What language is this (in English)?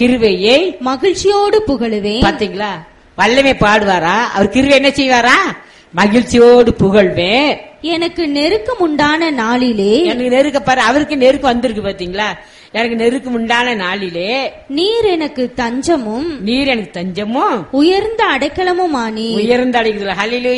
Tamil